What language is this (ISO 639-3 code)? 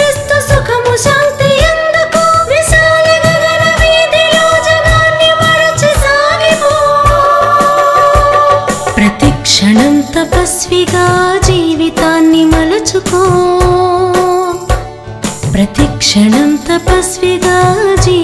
tel